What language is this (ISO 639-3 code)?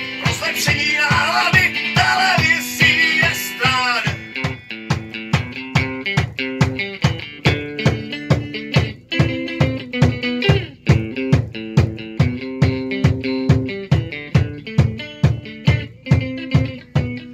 ces